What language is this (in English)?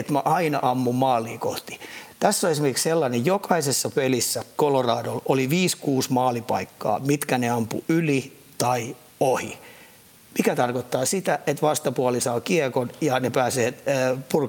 Finnish